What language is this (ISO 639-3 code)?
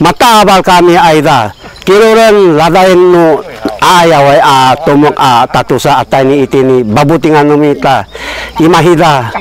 szy